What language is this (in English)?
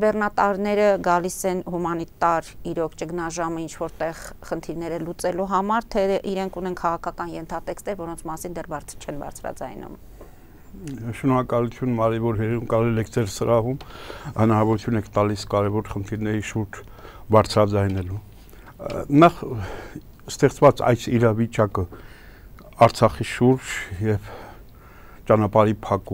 Armenian